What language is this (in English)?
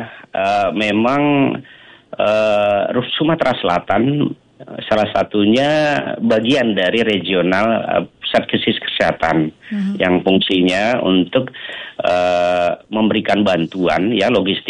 Indonesian